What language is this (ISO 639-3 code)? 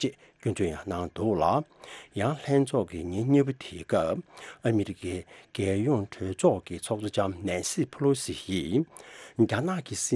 bod